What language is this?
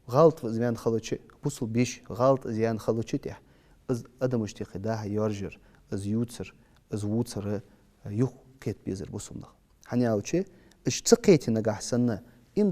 Ingush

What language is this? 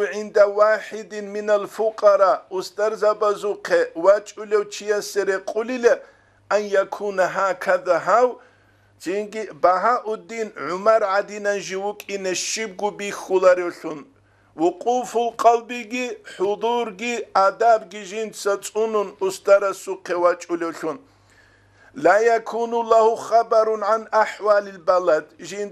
Avaric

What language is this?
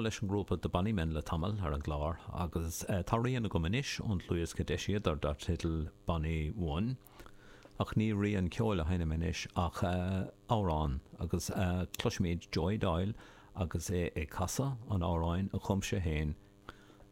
Irish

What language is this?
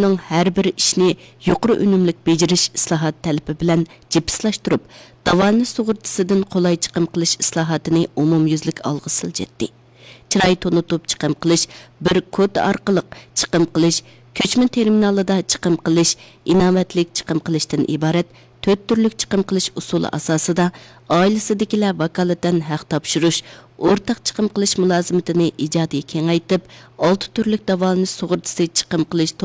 Uyghur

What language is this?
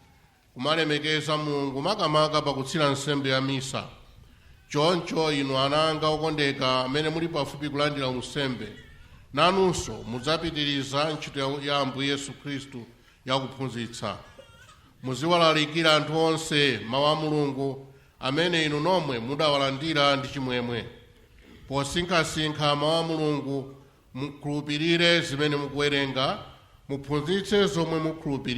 Nyanja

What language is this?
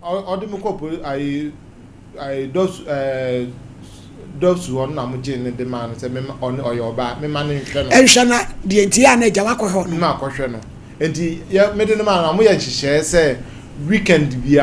Akan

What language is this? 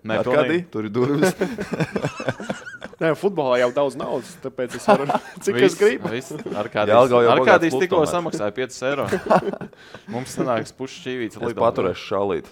Latvian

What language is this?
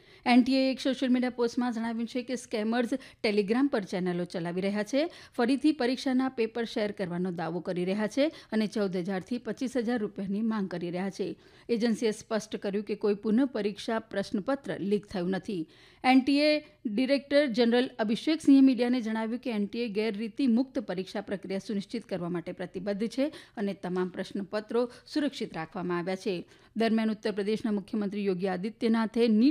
Gujarati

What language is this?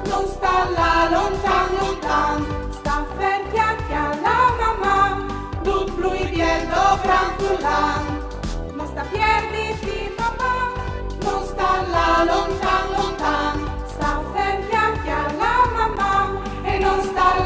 Friulian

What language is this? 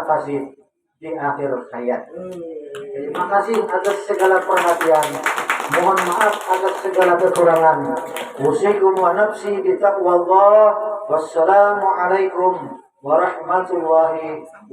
Banjar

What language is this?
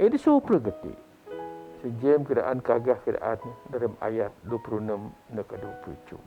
Biatah Bidayuh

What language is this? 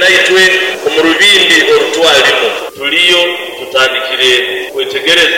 Nyoro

